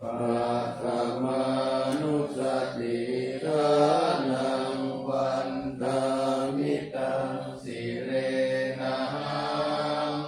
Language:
Pali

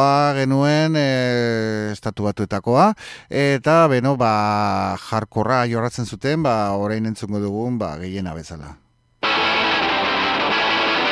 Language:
Basque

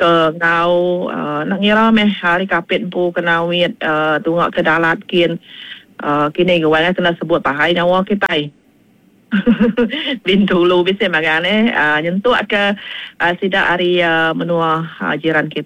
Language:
Iban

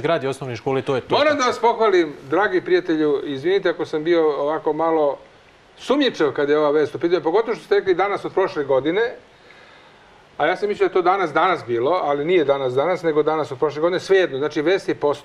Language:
Serbian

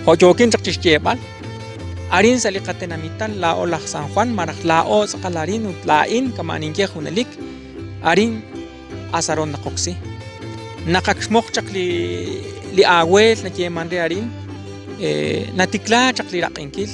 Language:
Kekchí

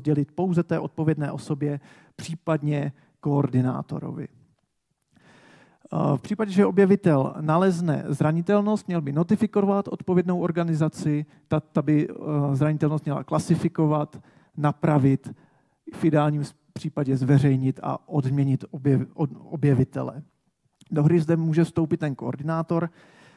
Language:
Czech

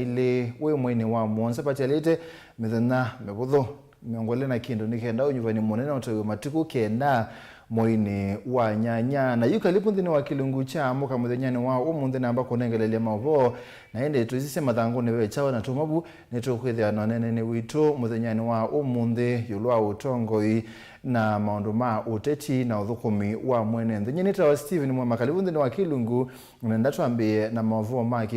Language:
Kamba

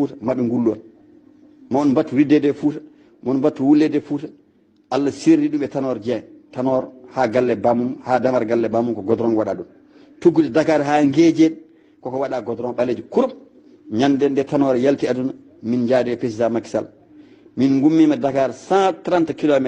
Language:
Fula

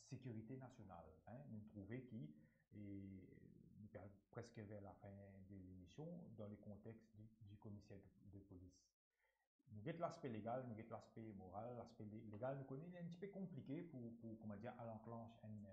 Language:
Morisyen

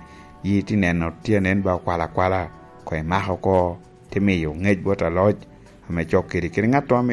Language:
Lango (Uganda)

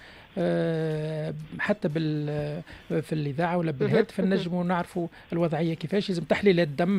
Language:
Tunisian Arabic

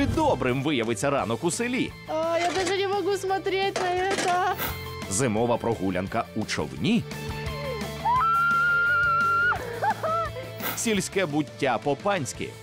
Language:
Ukrainian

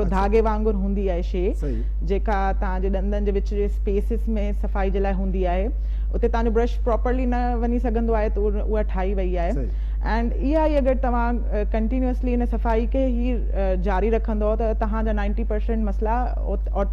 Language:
Sindhi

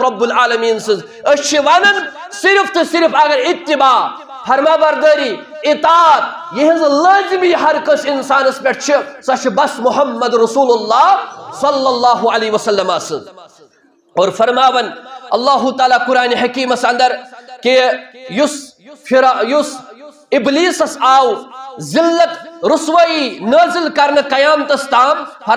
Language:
Kashmiri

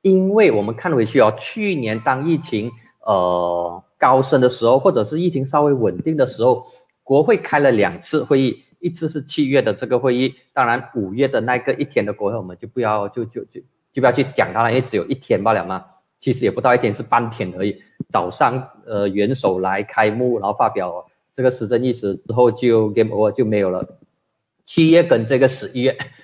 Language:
Chinese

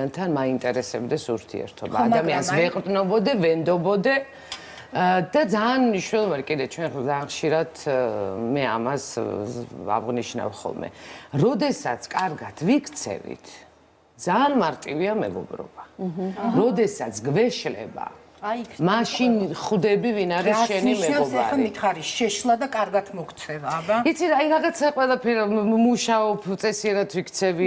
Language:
Georgian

